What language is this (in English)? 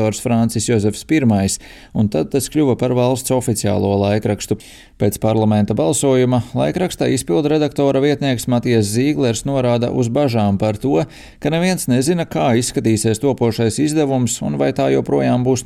Latvian